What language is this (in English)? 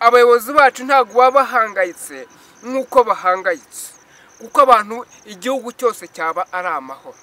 Kinyarwanda